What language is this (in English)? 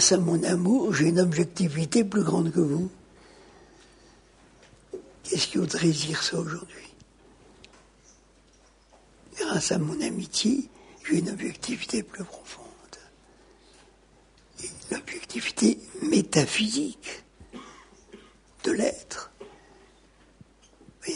French